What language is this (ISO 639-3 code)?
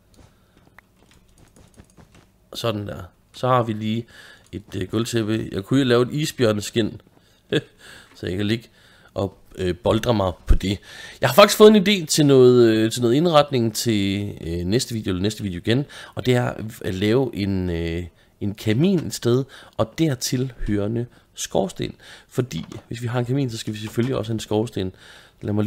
dan